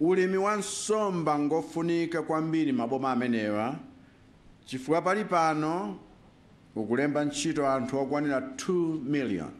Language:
Nyanja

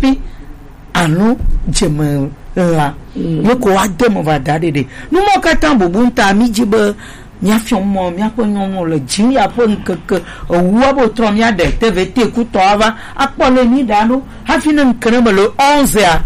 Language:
Gen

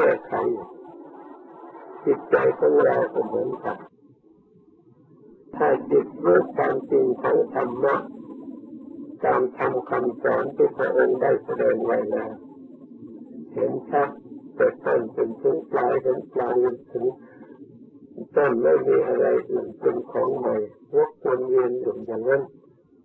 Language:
Thai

